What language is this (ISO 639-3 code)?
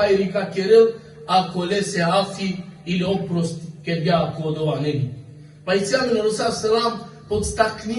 rmn